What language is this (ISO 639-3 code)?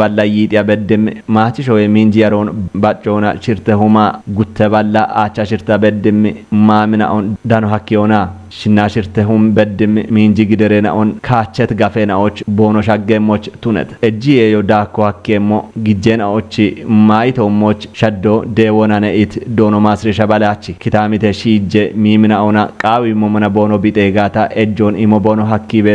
kbr